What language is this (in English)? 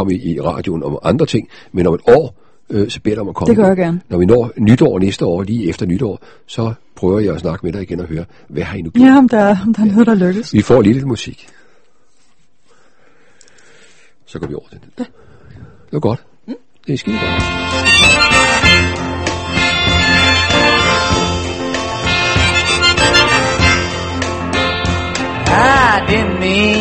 Danish